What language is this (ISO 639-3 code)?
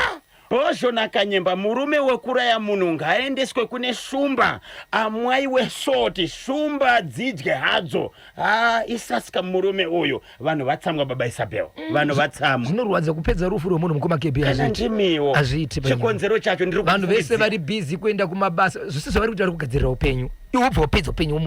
sna